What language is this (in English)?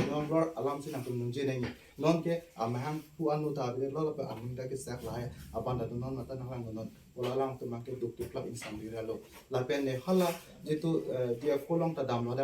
Karbi